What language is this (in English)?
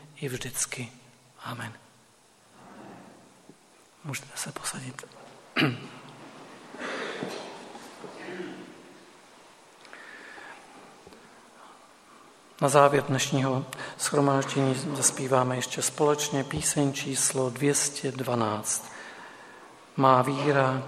Czech